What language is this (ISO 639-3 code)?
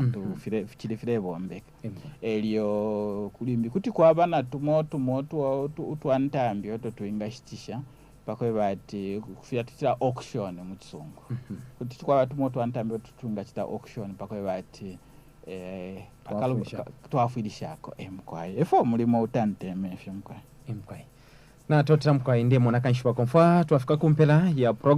bem